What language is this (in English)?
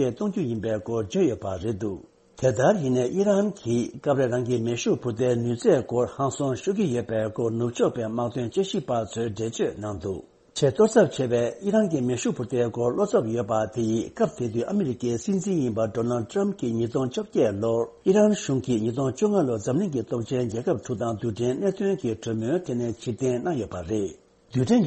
Tibetan